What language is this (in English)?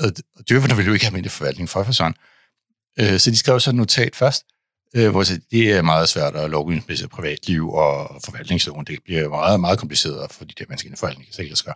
Danish